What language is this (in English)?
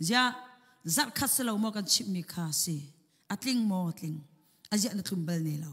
Hakha Chin